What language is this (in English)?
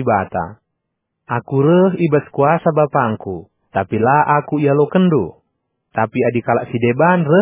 Batak Karo